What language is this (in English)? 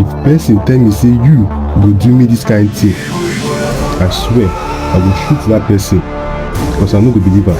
Nigerian Pidgin